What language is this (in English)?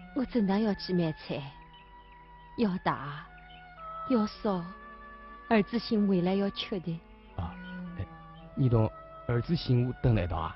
Wu Chinese